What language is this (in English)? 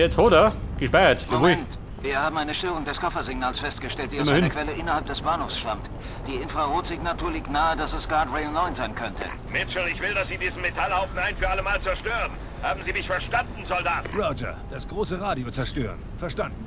Bavarian